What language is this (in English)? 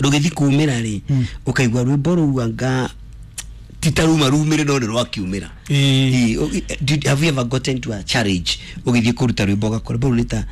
Kikuyu